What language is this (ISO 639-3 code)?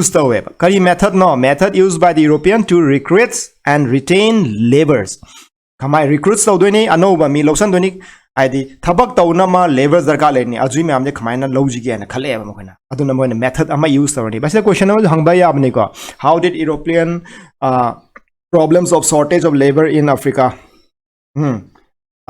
mni